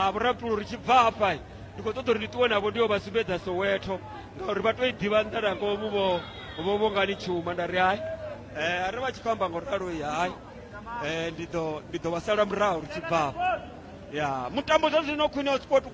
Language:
Venda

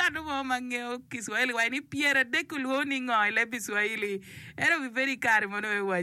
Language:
Acoli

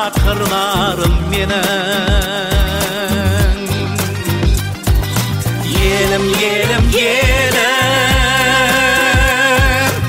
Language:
Kazakh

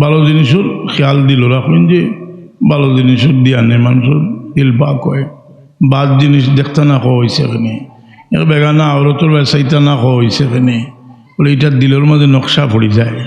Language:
Sylheti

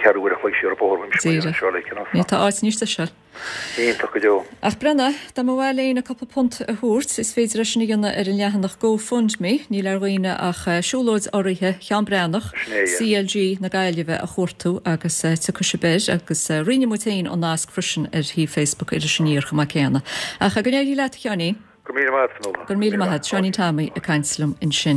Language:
Irish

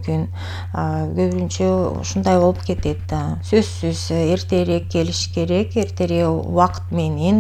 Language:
Kyrgyz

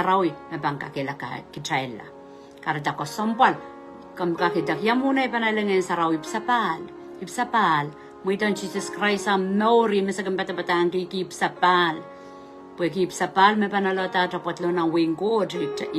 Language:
Pohnpeian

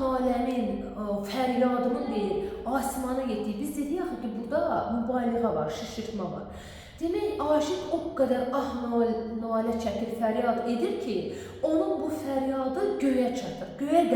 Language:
Azerbaijani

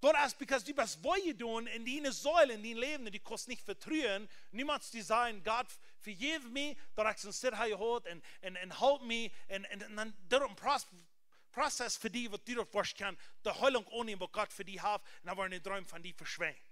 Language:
Plautdietsch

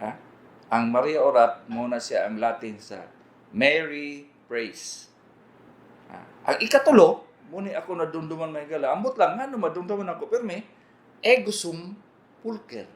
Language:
Cebuano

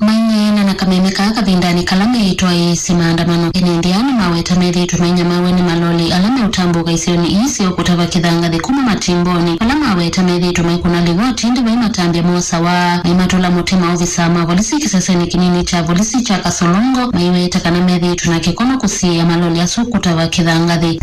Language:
Kamba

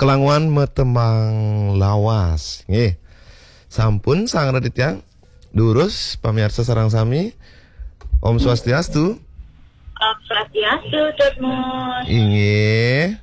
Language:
Balinese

